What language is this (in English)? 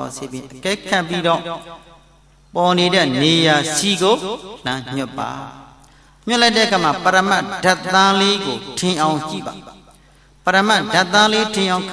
Burmese